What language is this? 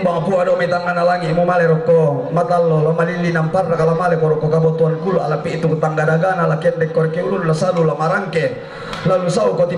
Toraja-Sa'dan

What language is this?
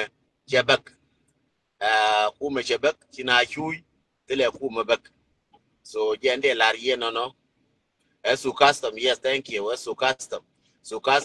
Nuer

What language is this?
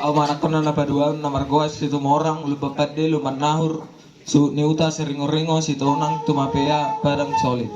Batak Toba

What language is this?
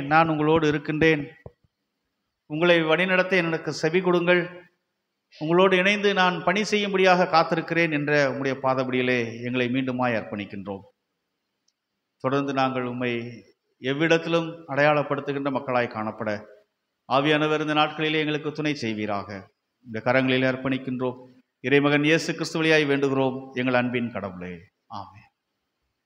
Tamil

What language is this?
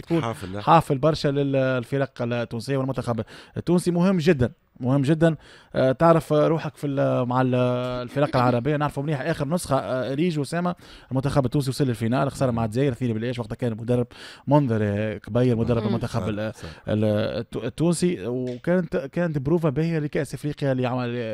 Tunisian Arabic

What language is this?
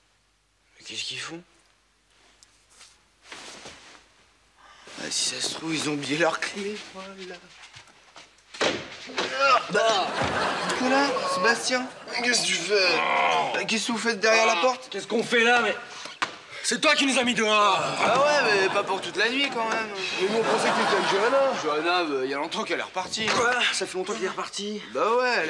French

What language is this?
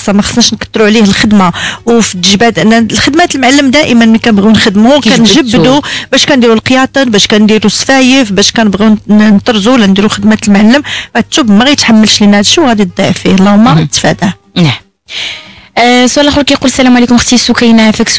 Moroccan Arabic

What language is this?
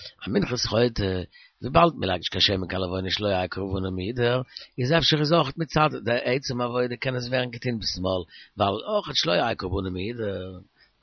Yiddish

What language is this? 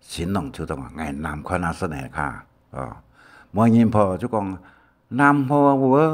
Hakka Chinese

